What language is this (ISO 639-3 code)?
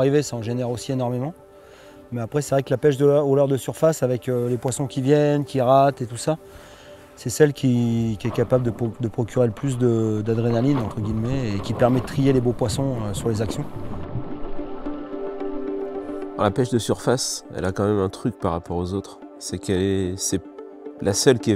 fra